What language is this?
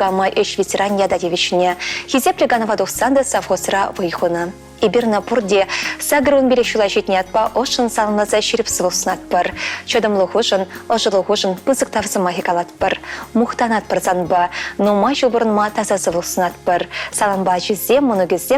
Chuvash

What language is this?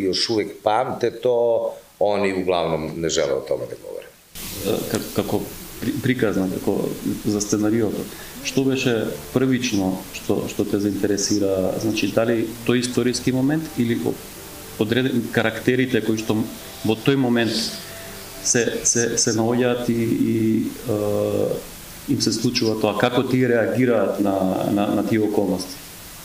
Macedonian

